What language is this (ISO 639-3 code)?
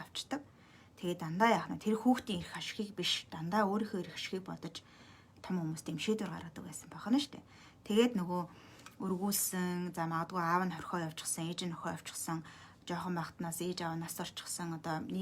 mon